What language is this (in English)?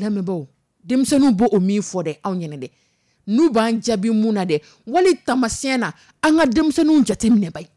Dyula